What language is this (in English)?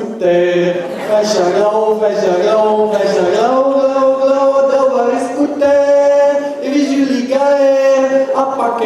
Breton